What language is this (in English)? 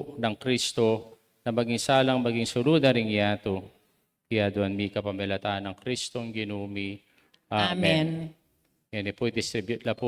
Pampanga